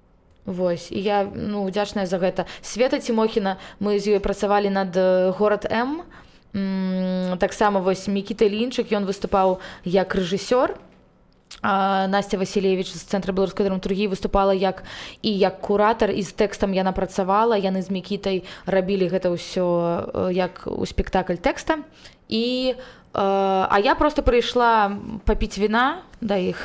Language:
Belarusian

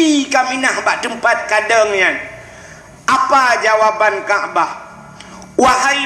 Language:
Achinese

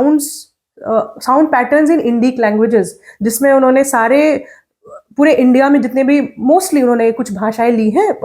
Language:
Bhojpuri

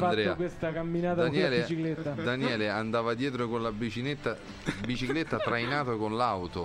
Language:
Italian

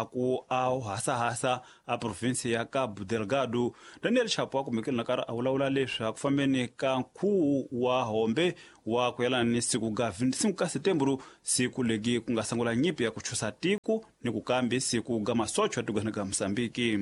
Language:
Tsonga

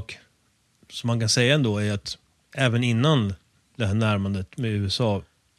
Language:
Swedish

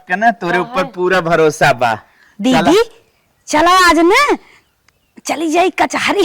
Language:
Awadhi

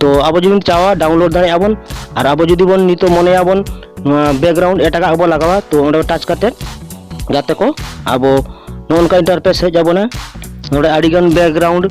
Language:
Santali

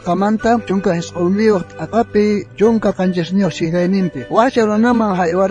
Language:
South Bolivian Quechua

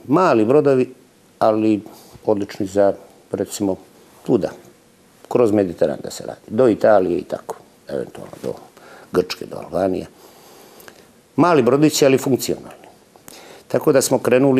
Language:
Serbian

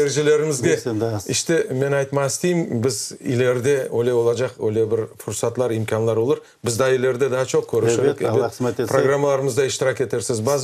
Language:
Crimean Tatar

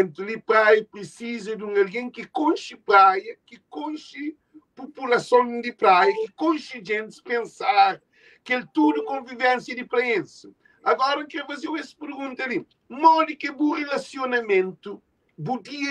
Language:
Kabuverdianu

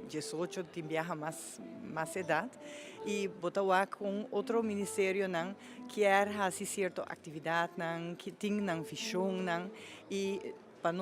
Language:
Papiamento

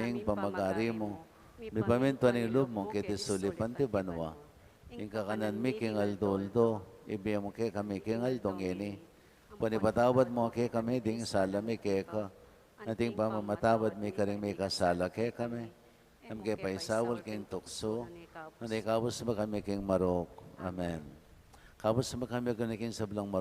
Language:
Pampanga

